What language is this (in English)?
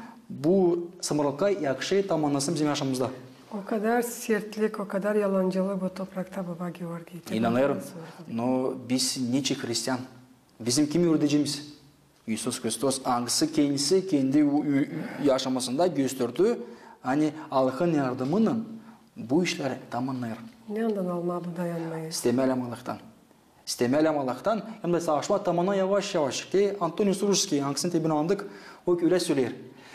Gagauz